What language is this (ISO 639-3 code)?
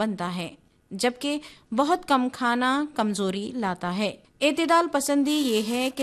urd